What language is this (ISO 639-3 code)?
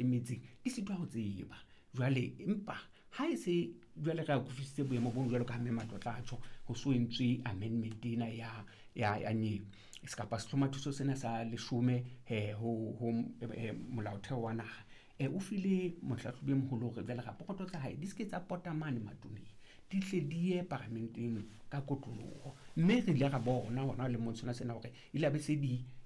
sot